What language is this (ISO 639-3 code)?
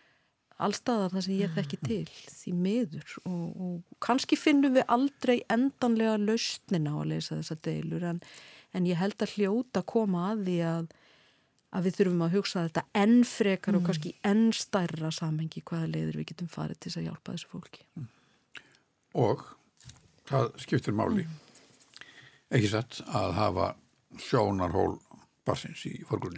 isl